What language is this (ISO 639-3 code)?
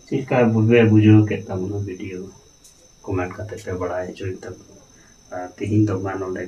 sat